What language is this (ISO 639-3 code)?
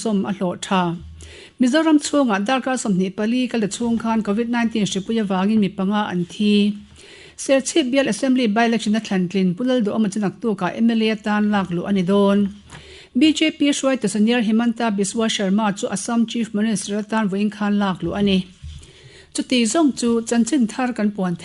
lus